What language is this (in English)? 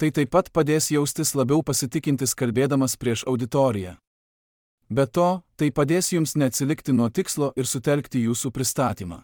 Lithuanian